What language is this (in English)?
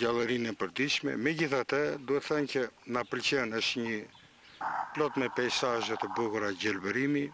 Albanian